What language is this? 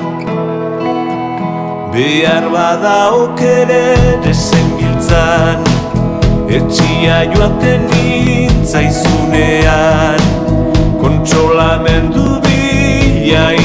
Basque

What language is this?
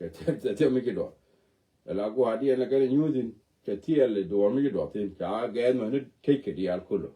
Nuer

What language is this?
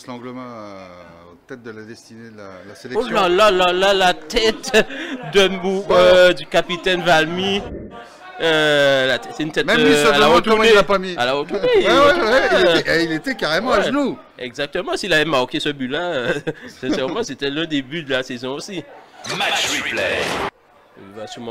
French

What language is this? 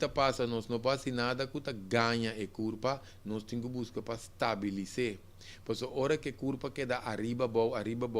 Papiamento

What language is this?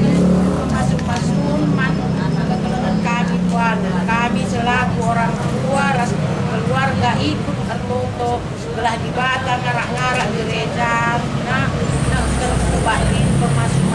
Batak Karo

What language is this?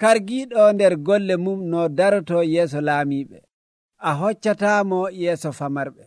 Nigerian Fulfulde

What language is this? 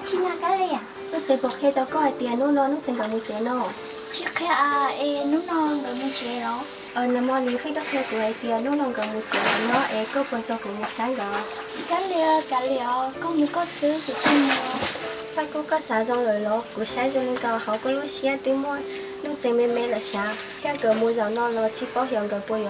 Hmong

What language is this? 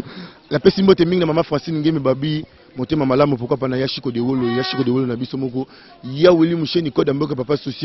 Lingala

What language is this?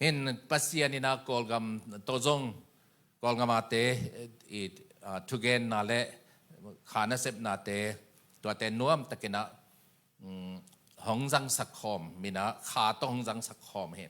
Tedim Chin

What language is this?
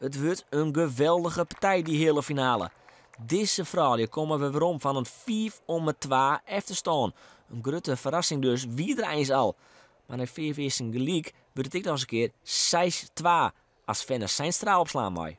Western Frisian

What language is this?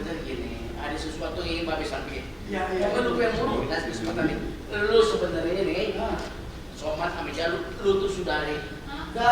Betawi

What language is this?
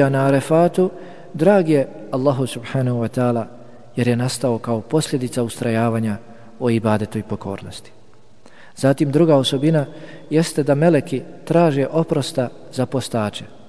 Bosnian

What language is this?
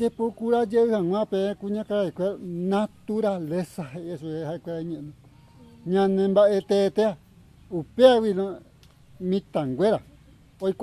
Guarani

